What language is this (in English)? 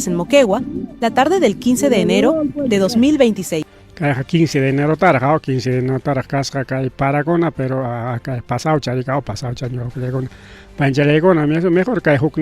Ayacucho Quechua